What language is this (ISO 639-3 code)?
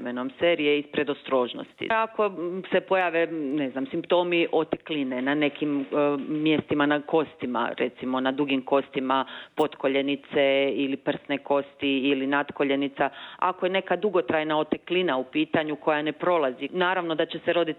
hrv